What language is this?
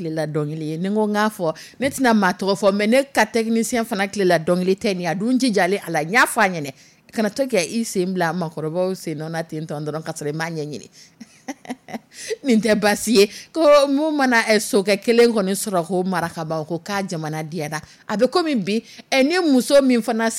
Dyula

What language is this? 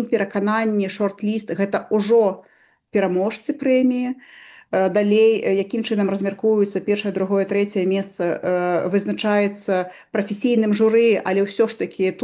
Belarusian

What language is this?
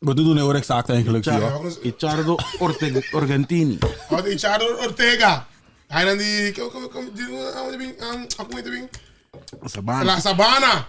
Papiamento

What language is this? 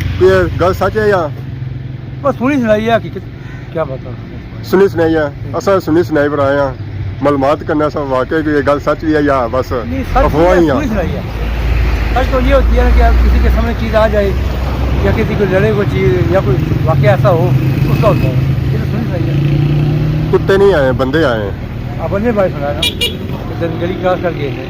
Pahari-Potwari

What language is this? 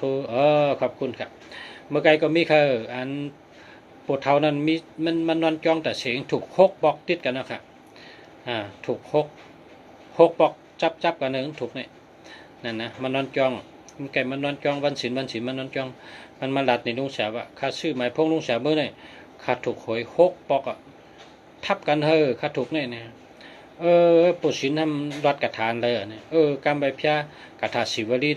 Shan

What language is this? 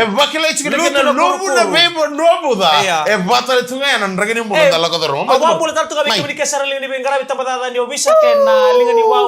Fijian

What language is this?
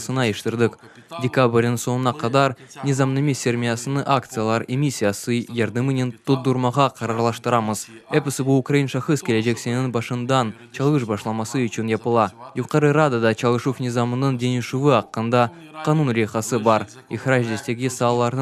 Crimean Tatar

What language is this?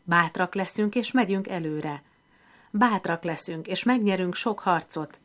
Hungarian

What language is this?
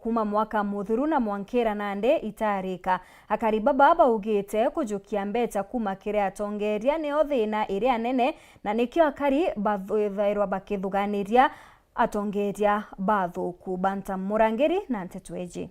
Meru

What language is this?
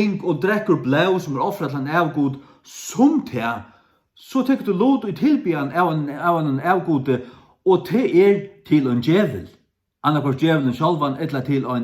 Faroese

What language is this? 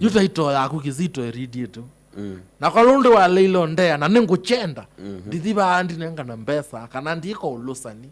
Kamba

